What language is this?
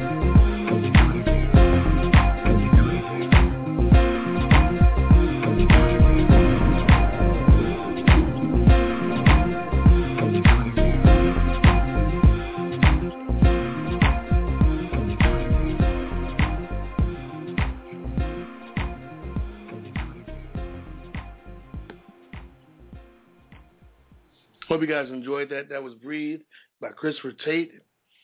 English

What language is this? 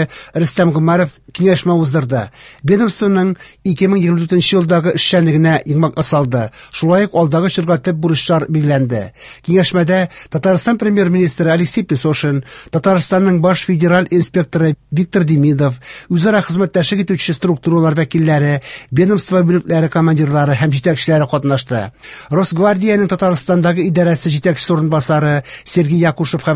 Tatar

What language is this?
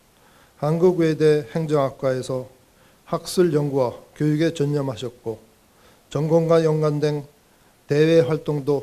Korean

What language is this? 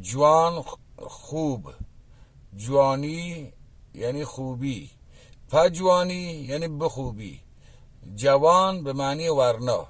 Baluchi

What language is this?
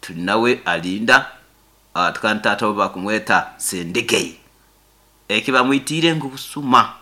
Nyankole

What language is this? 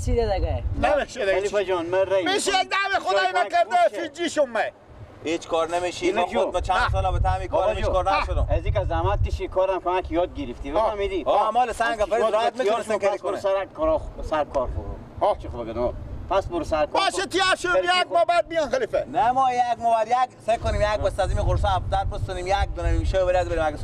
Persian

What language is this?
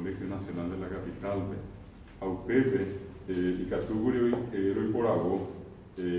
Guarani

